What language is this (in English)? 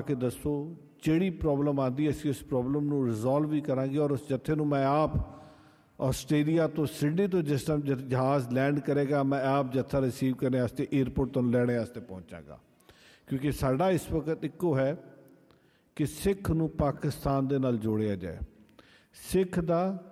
Punjabi